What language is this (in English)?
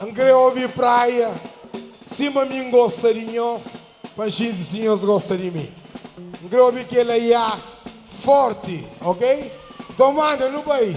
Kabuverdianu